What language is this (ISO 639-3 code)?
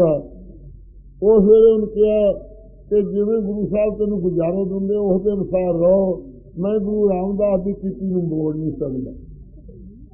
pan